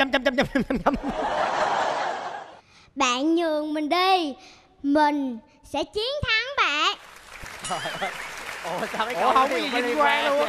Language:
Vietnamese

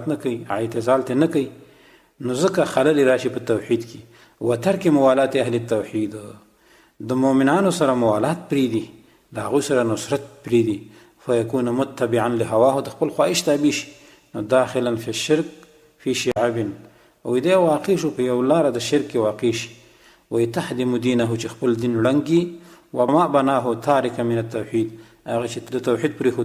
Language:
Pashto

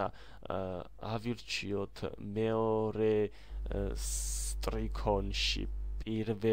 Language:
Georgian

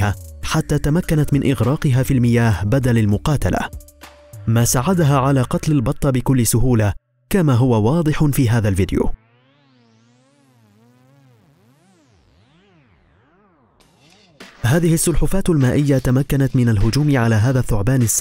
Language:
Arabic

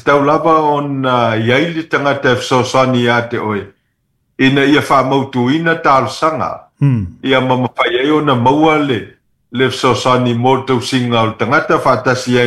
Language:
Samoan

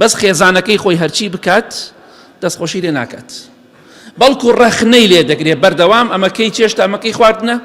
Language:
Central Kurdish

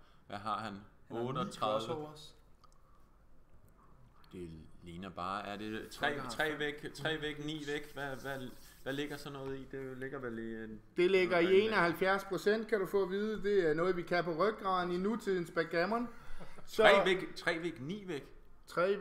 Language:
Danish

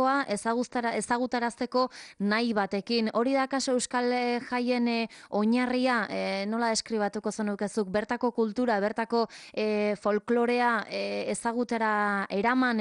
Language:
Basque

